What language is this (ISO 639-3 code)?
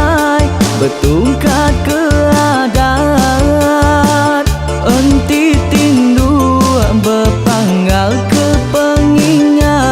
iba